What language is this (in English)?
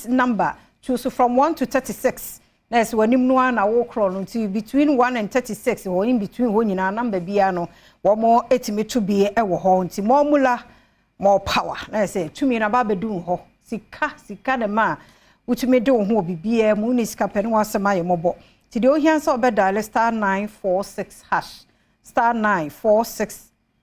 Akan